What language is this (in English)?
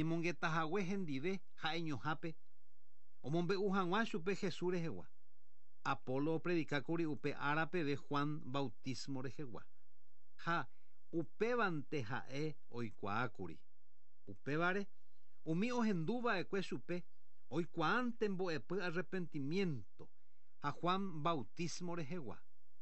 Guarani